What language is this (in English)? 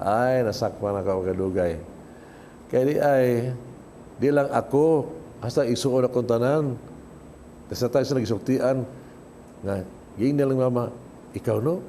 Cebuano